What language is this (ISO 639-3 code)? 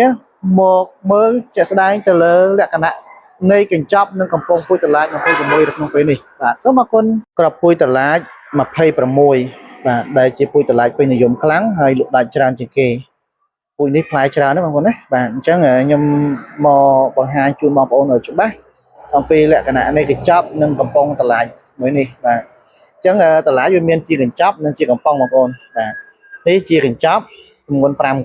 khm